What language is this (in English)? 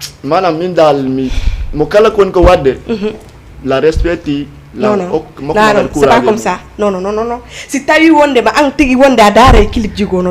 Fula